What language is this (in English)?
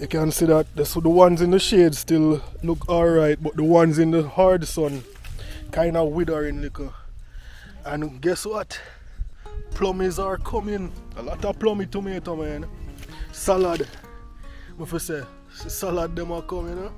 Jamaican Creole English